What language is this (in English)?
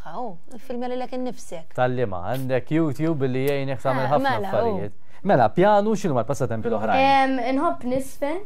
Maltese